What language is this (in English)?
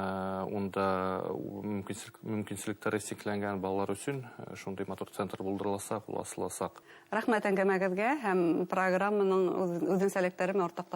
Bashkir